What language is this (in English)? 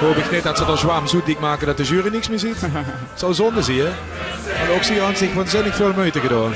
Limburgish